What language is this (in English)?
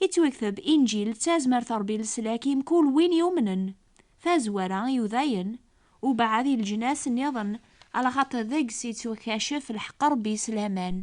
Kabyle